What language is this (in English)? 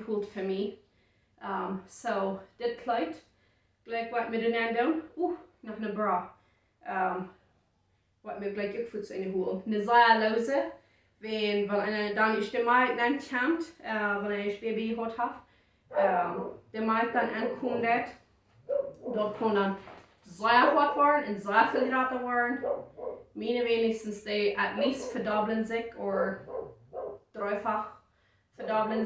Plautdietsch